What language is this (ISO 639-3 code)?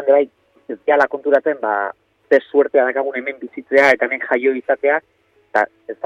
eus